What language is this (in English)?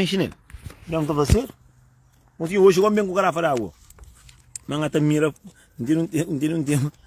Kabuverdianu